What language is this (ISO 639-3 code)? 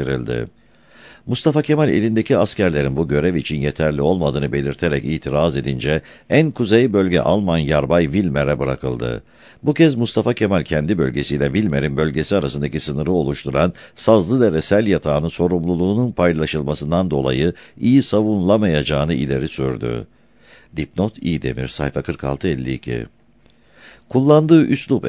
tur